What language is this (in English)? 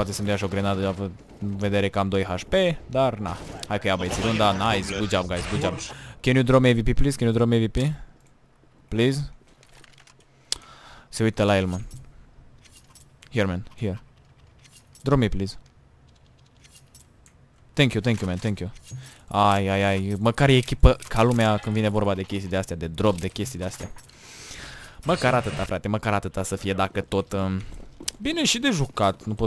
Romanian